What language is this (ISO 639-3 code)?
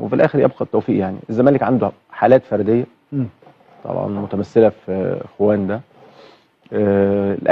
arz